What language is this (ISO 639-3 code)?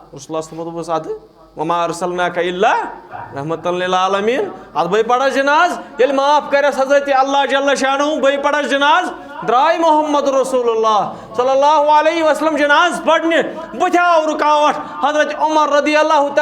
kas